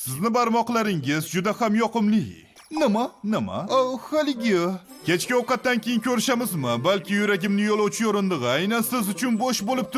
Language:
Uzbek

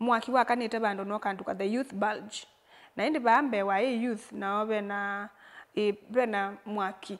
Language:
Kamba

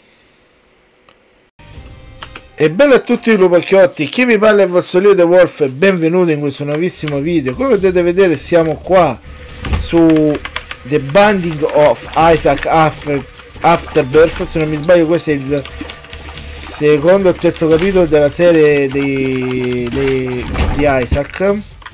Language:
Italian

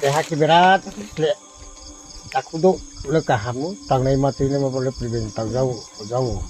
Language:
Riang (India)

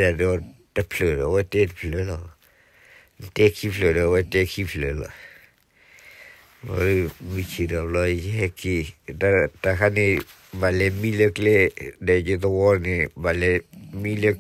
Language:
S'gaw Karen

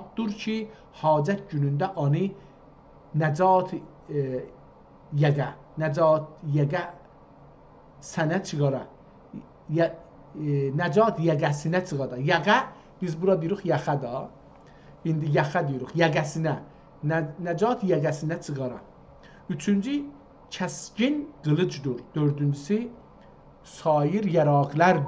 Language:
South Azerbaijani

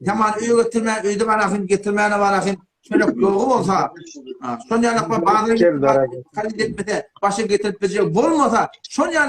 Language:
Turkmen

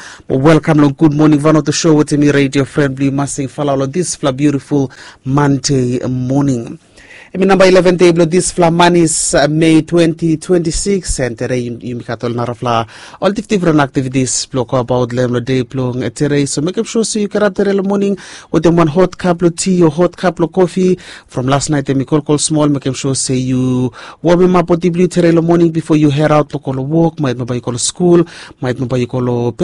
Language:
Bislama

